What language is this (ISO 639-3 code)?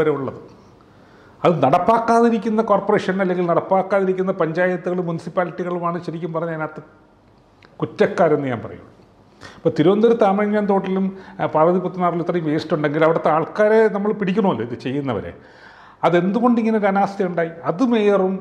mal